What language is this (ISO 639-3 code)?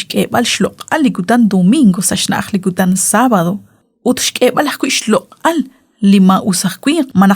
kek